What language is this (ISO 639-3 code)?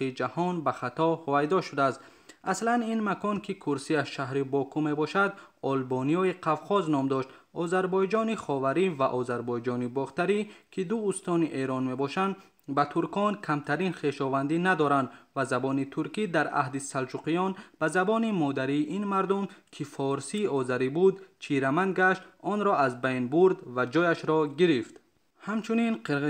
tgk